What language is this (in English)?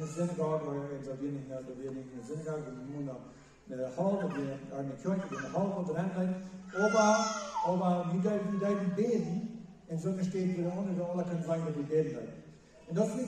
Plautdietsch